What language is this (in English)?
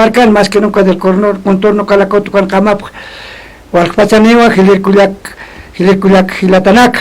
Aymara